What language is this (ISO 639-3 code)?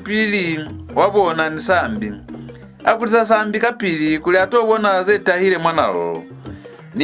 loz